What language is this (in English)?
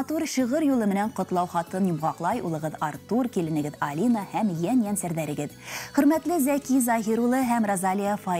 Bashkir